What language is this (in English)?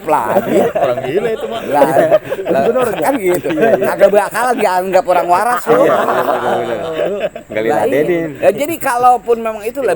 Betawi